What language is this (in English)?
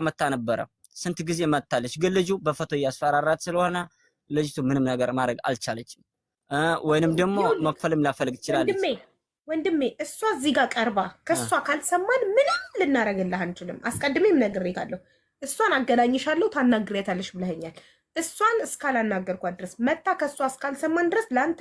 Amharic